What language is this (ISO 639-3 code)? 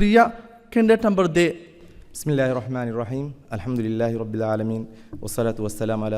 div